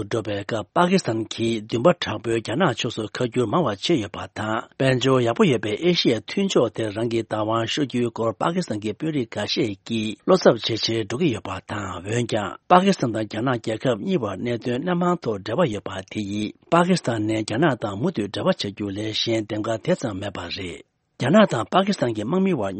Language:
Tibetan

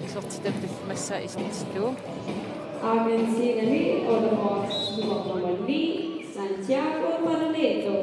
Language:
Kalaallisut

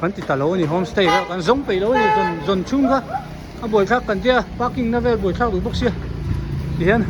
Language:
Hmar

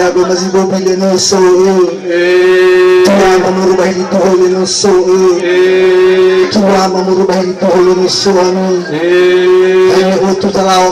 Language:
Nias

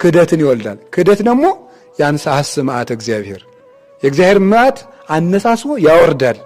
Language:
Amharic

